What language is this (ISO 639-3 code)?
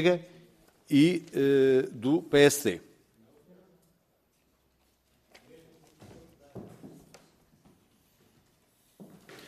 por